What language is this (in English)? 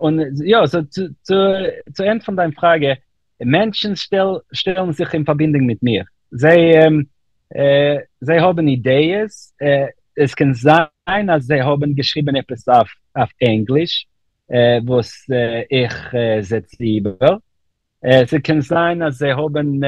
Yiddish